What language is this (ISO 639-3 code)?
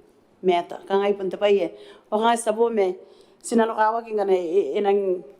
gil